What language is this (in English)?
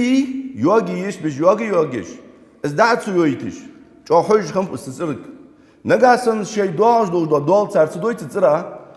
Ingush